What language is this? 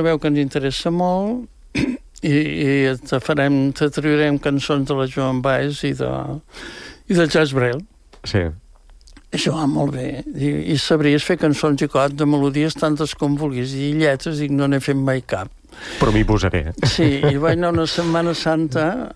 Catalan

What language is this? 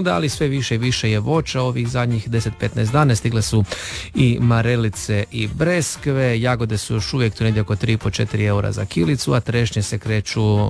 Croatian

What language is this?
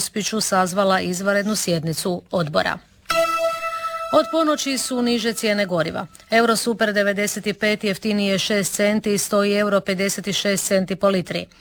Croatian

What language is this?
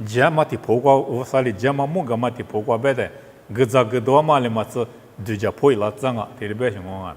Lisu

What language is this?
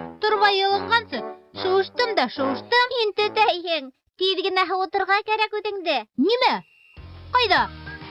Bashkir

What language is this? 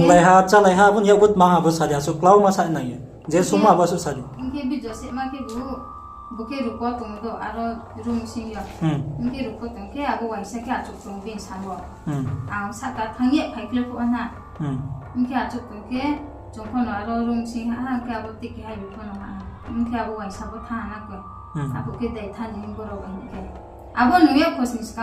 Riang (India)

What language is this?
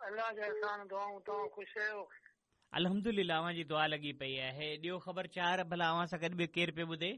Sindhi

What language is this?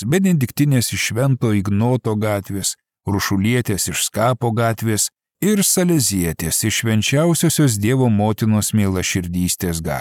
Lithuanian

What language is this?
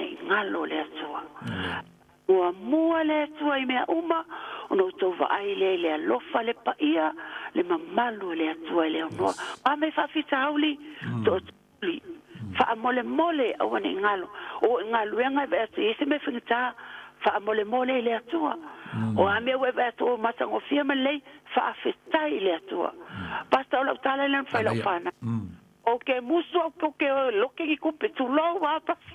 Samoan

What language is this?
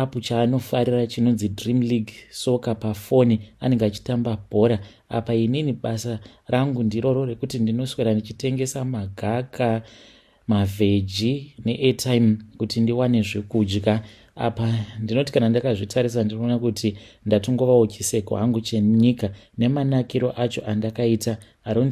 Shona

